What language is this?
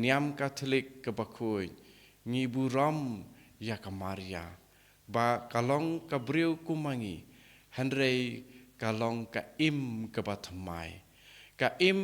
Khasi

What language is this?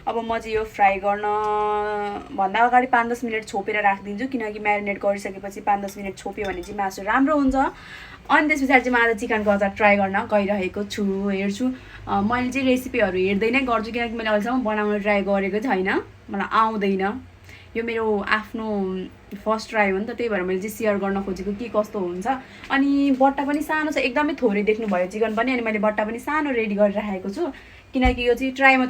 Nepali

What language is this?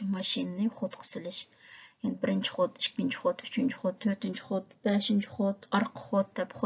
Uyghur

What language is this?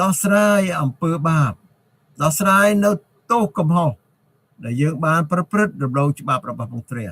Khmer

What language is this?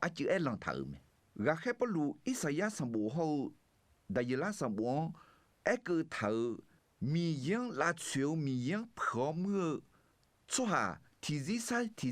Akha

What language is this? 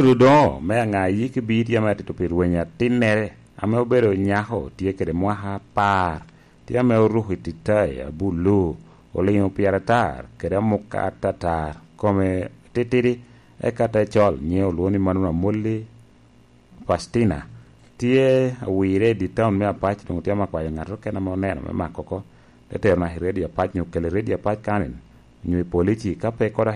Lango (Uganda)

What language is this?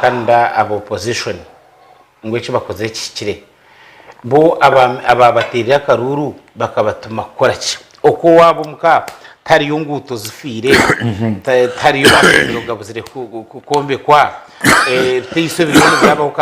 Nyankole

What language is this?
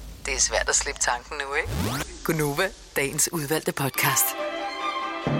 Danish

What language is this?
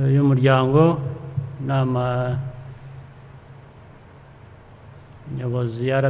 Kinyarwanda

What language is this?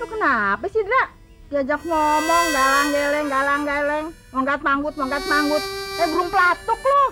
Betawi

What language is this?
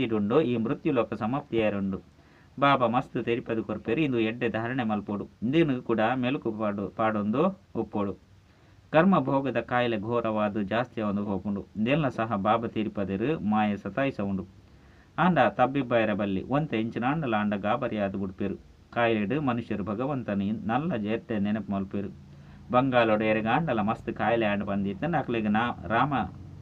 Tulu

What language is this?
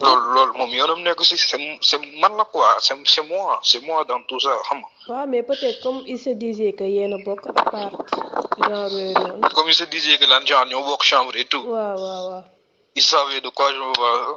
Wolof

